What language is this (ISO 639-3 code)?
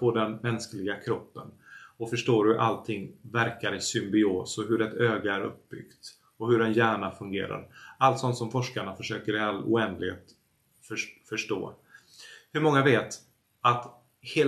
swe